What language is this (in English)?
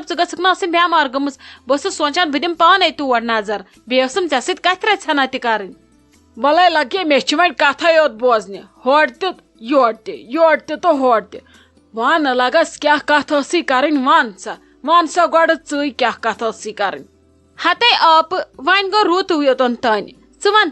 Kashmiri